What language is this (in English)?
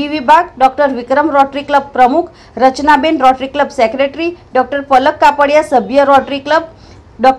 Gujarati